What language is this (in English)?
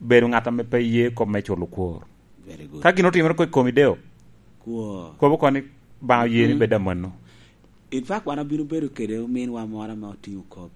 Lango (Uganda)